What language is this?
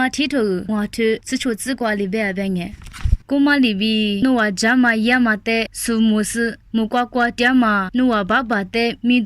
Lisu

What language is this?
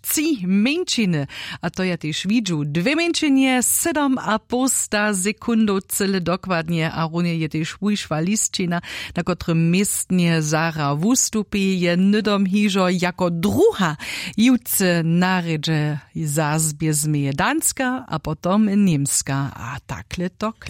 Upper Sorbian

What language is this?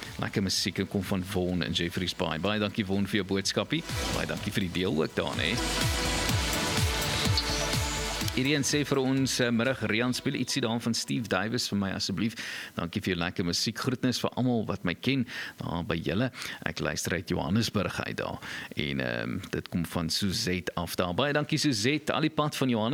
Afrikaans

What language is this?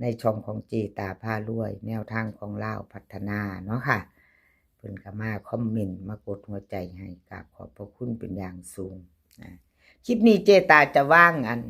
Northeastern Thai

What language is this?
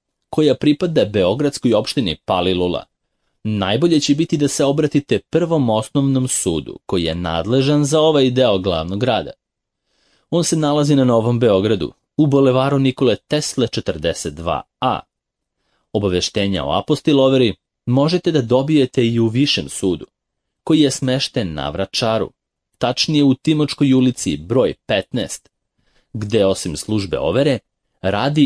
Serbian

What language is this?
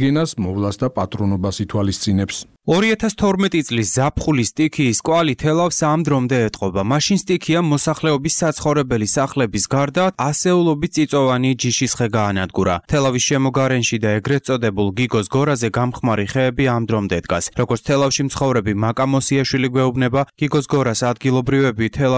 Georgian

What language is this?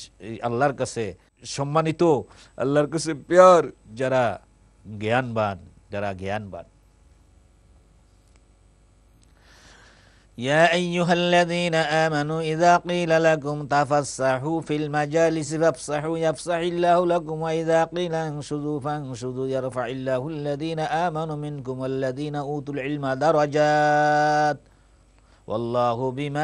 Bangla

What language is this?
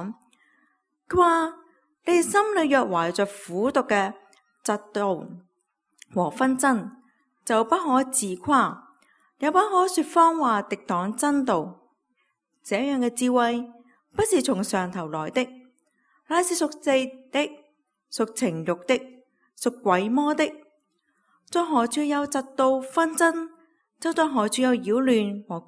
Cantonese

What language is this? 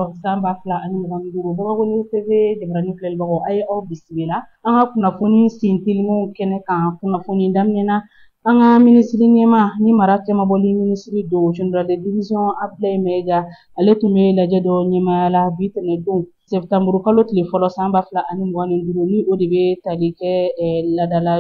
Bambara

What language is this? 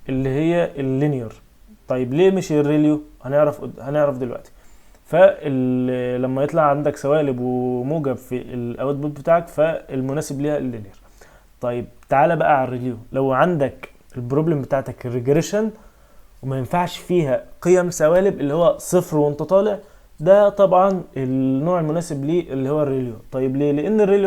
Egyptian Arabic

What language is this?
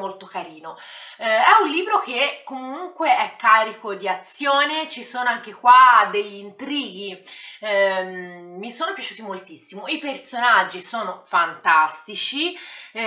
Italian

